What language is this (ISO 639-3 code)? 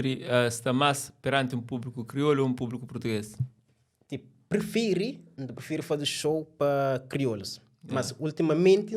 kea